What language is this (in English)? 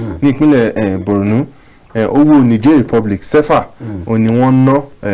Yoruba